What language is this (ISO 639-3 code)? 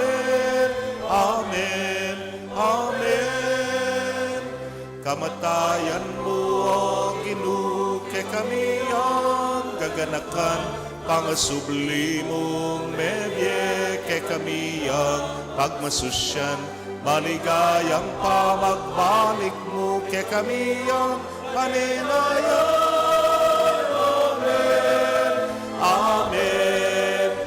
pam